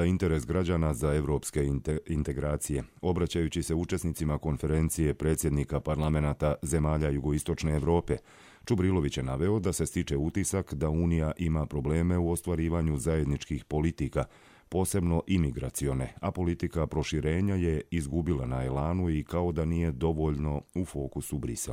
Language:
Croatian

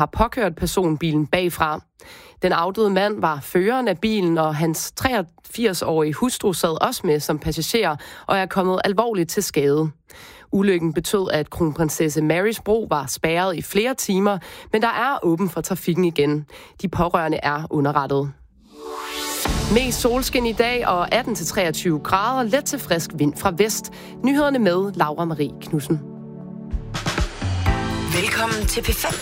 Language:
Danish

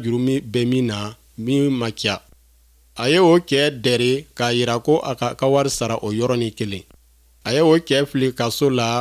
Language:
Bambara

